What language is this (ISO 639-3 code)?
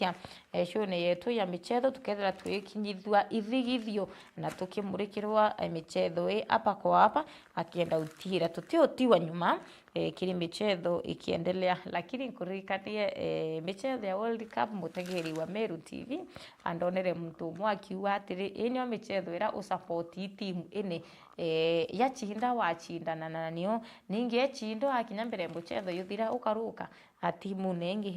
mer